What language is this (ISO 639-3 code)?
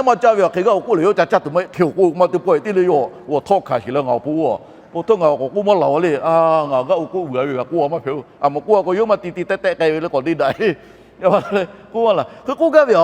lhu